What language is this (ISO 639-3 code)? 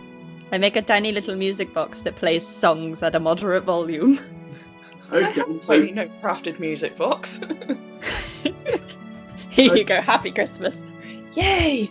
eng